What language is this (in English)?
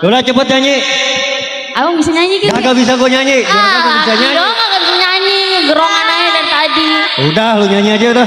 Betawi